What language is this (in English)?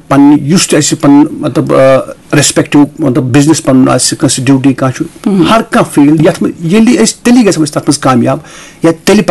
Kashmiri